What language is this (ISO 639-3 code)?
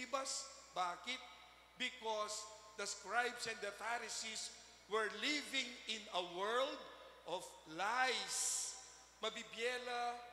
pam